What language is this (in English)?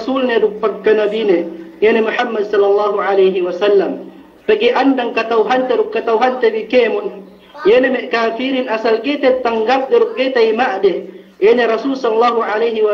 Yakan